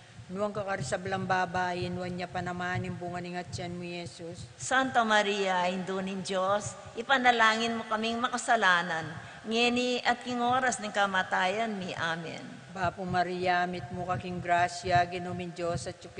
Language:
Pampanga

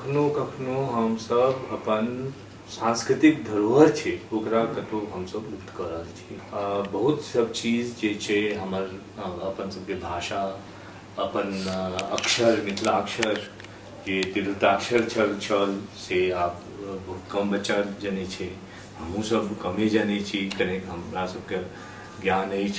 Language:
Maithili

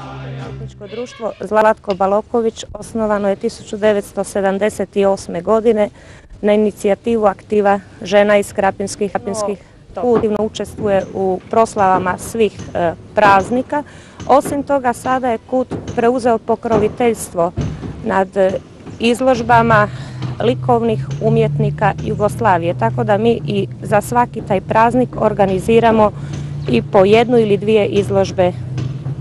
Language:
Croatian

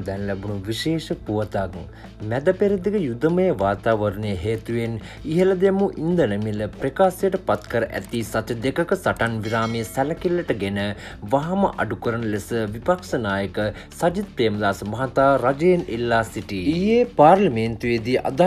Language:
Sinhala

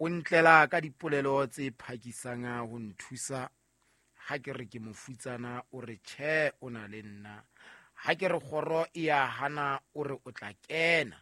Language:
Southern Sotho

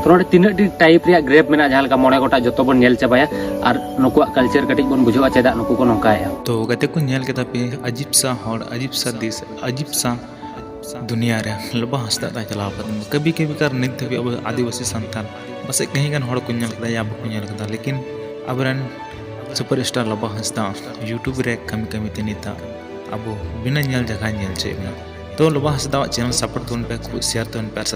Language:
Santali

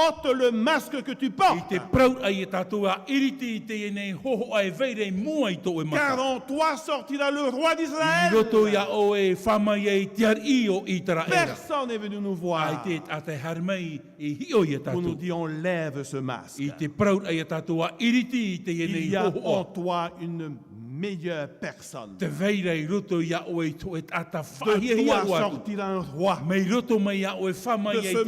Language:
Tahitian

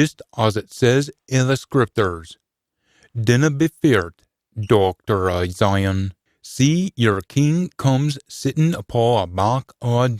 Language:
Scots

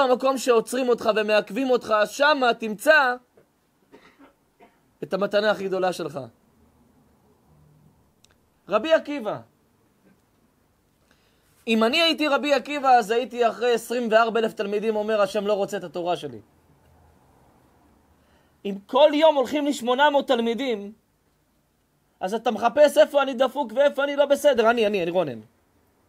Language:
Hebrew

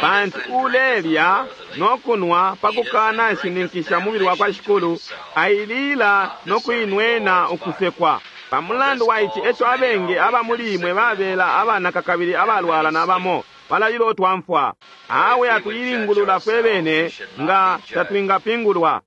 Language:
Bemba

